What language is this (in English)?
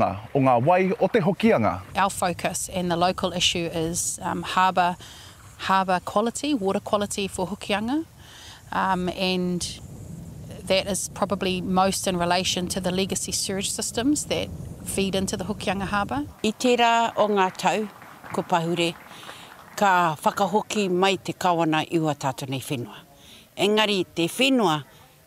Māori